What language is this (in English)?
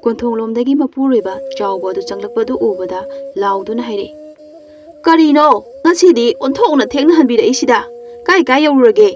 Manipuri